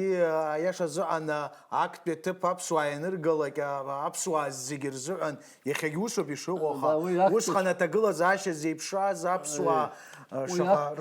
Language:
Abkhazian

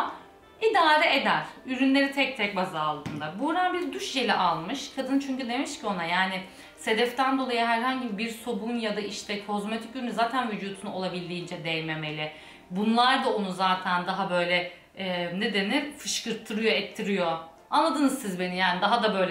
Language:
Turkish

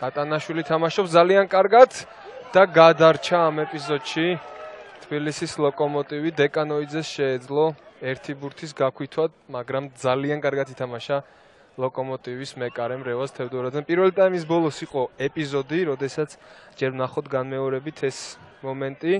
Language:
Georgian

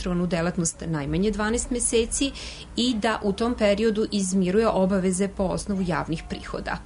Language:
Serbian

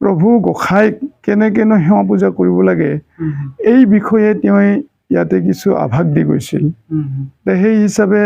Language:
Assamese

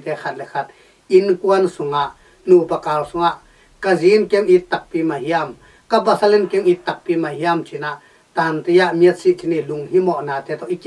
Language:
Tedim Chin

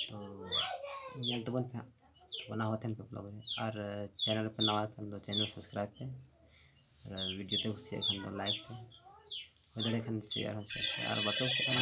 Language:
Santali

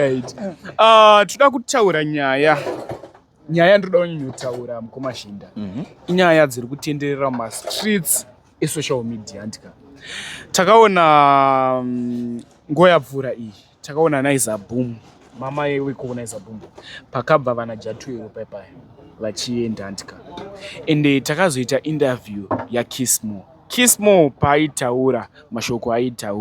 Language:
Shona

